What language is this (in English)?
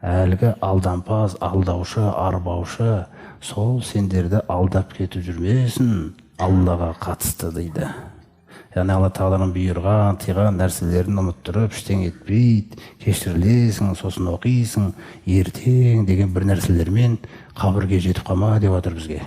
Kazakh